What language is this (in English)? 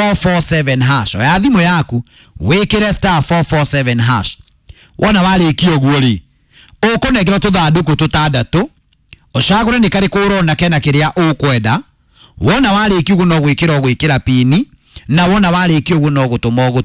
Kikuyu